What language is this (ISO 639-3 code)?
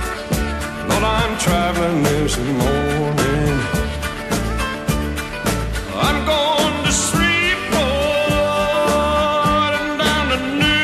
eng